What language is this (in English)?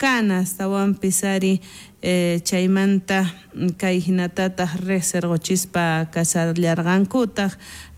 South Bolivian Quechua